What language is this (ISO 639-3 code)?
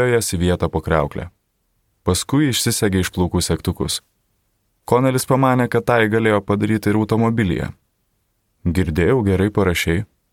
lit